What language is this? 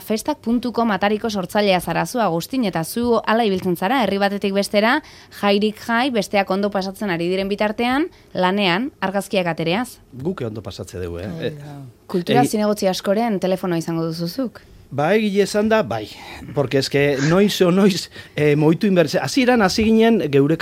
Basque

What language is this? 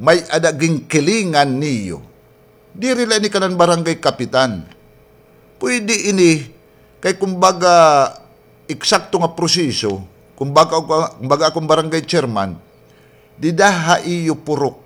Waray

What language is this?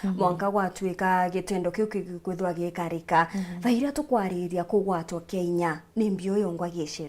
Meru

